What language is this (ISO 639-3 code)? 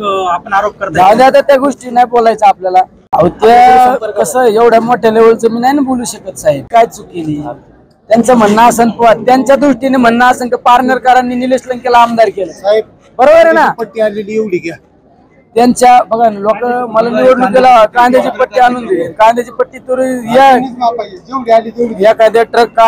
mar